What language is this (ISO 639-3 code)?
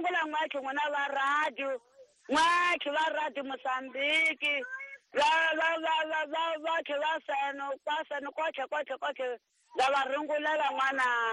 tso